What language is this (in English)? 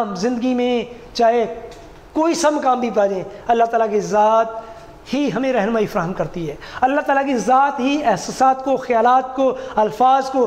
Urdu